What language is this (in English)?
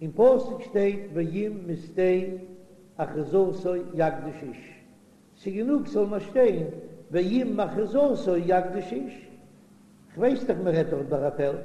Yiddish